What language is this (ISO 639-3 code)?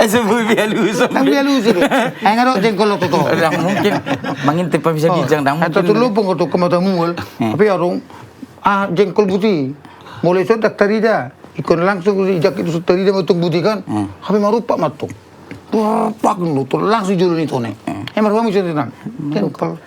bbc